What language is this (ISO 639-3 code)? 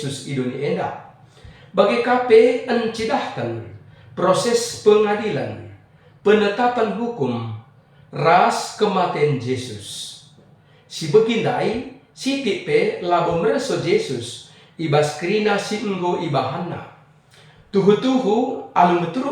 btx